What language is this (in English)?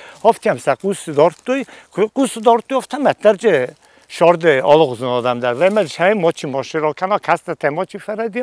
Ossetic